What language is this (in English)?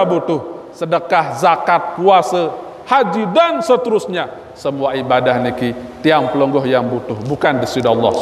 Sasak